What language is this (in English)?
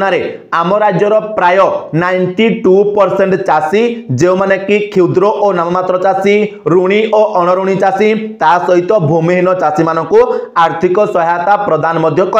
Odia